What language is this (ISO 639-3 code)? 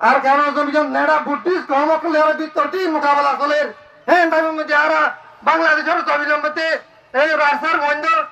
rhg